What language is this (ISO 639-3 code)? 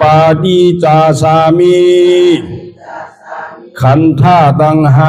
shn